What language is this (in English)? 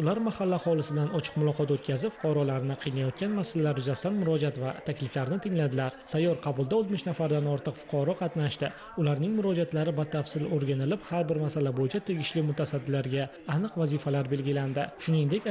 Uzbek